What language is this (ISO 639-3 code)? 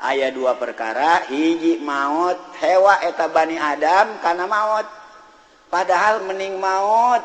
sun